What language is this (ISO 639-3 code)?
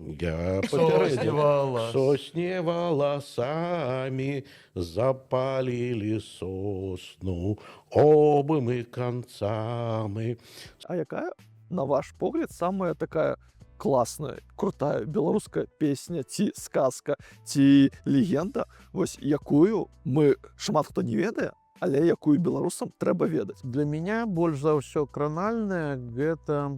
bel